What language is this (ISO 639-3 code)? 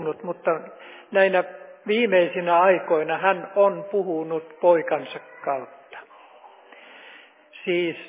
fin